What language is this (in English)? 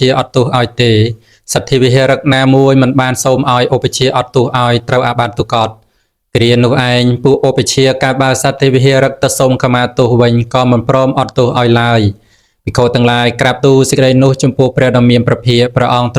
Khmer